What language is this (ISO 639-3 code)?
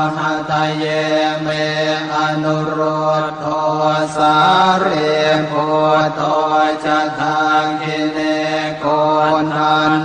pli